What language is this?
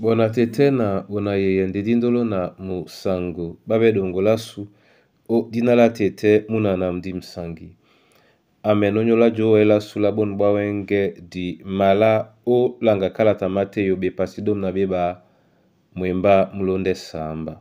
Duala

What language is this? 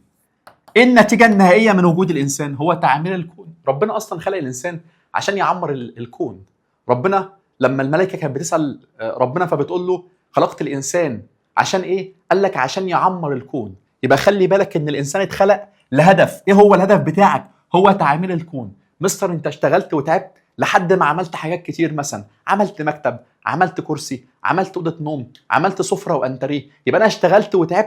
Egyptian Arabic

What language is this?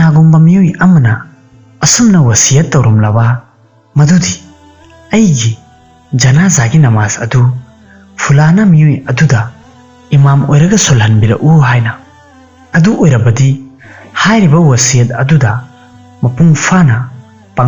Manipuri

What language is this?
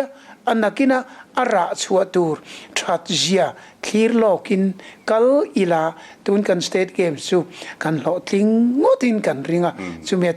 Mizo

